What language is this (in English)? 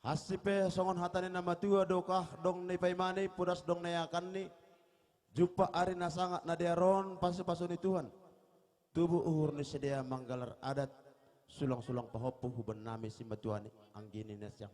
Batak Simalungun